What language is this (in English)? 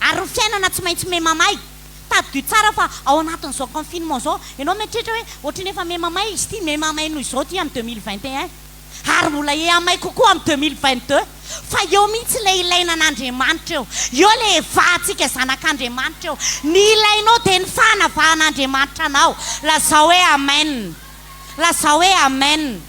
Malagasy